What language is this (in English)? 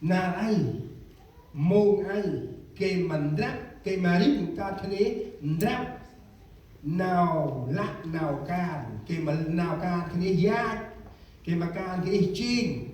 Central Mnong